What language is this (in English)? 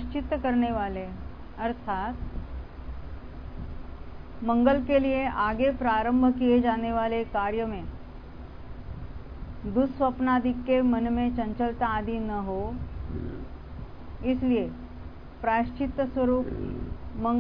Hindi